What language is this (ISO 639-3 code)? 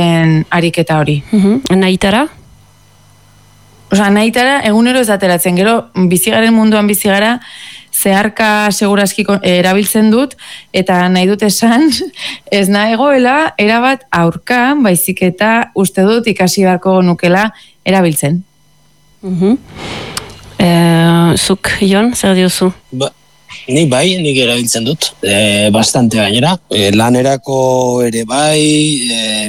eus